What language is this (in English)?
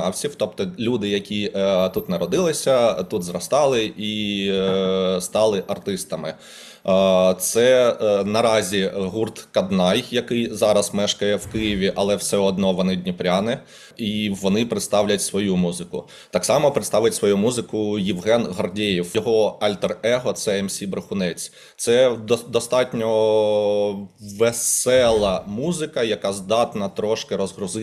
Ukrainian